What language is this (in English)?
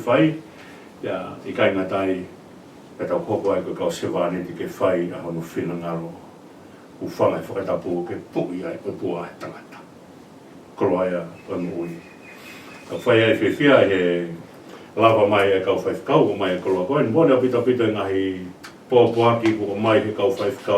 Tongan